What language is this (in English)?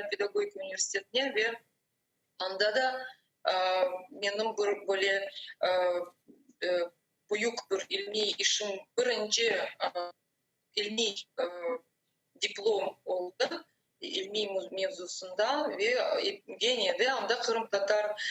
Crimean Tatar